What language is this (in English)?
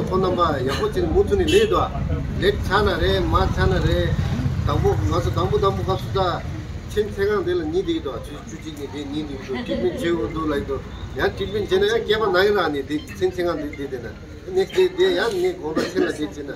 Tibetan